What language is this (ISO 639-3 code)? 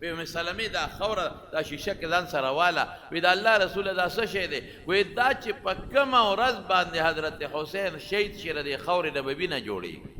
pus